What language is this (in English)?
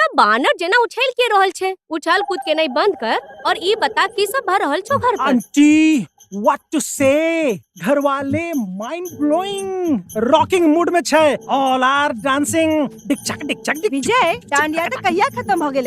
Maithili